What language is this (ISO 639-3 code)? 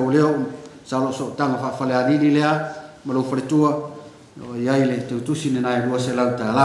smo